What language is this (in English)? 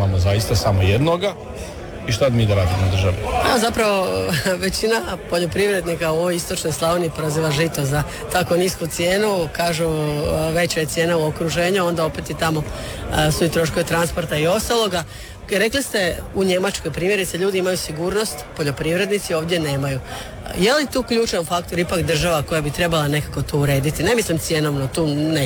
Croatian